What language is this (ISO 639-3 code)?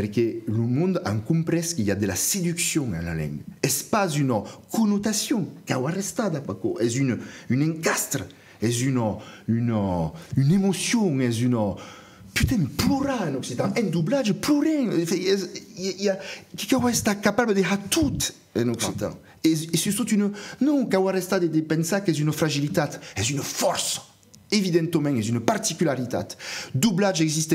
oci